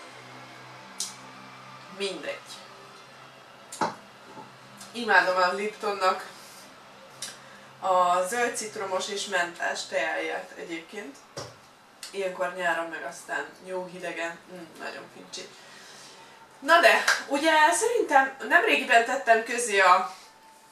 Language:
Hungarian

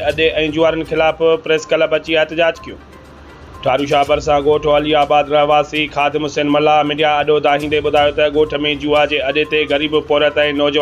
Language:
Sindhi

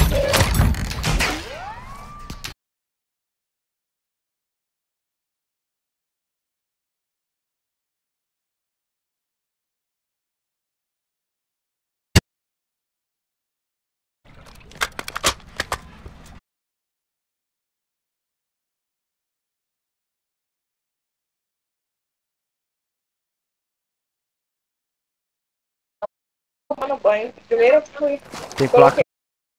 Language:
Portuguese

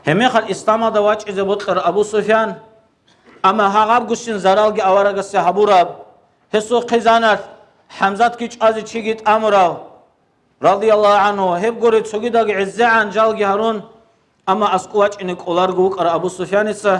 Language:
Avaric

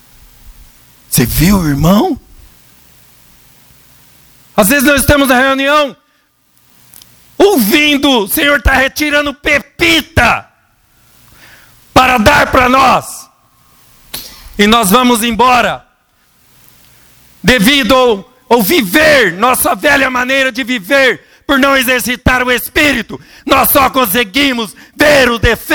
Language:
Portuguese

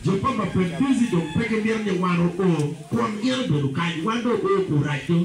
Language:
Acoli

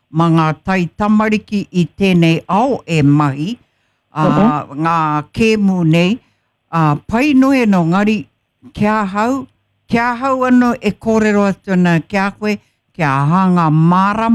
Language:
Māori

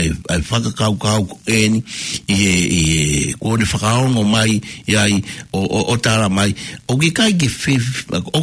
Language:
Tongan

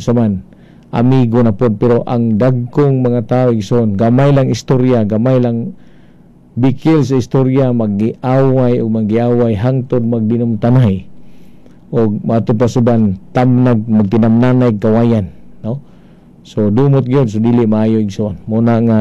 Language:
Cebuano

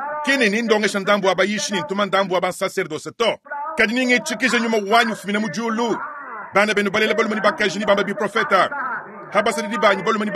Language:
Luba-Lulua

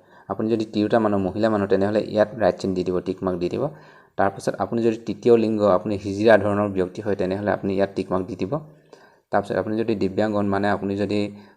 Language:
Assamese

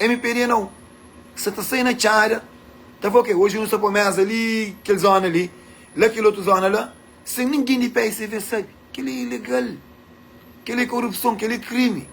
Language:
Kabuverdianu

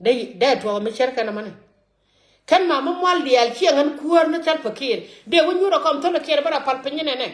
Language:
Nuer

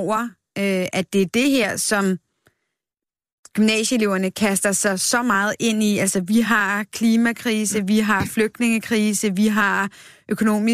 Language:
Danish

